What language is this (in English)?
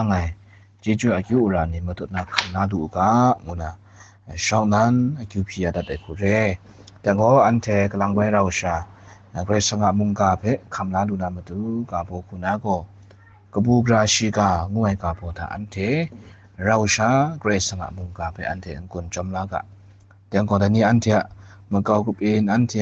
Kachin